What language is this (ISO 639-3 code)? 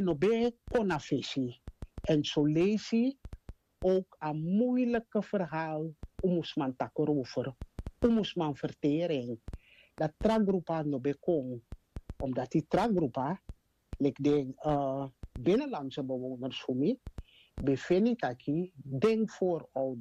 srn